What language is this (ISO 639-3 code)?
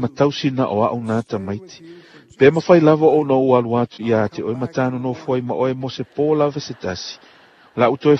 smo